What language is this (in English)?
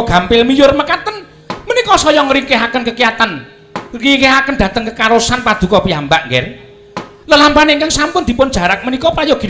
Javanese